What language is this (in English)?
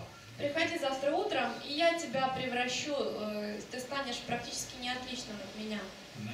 Russian